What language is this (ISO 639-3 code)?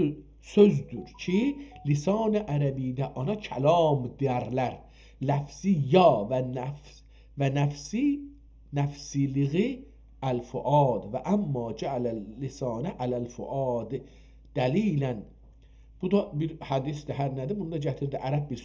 azb